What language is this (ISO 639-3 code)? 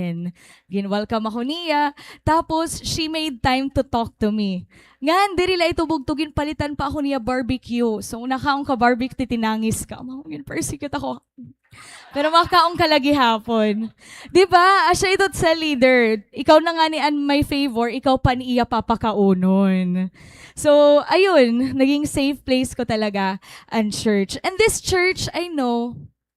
war